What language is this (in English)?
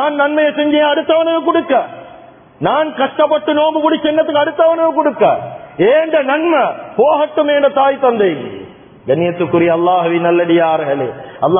Tamil